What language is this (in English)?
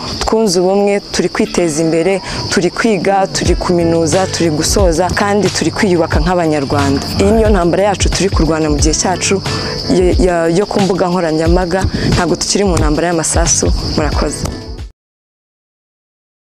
Kinyarwanda